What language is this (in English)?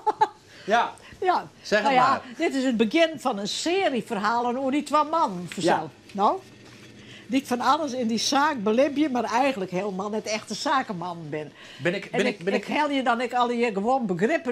Western Frisian